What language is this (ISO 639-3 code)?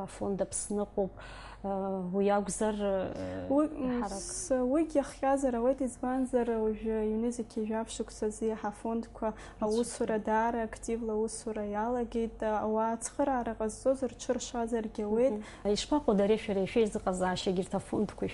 abk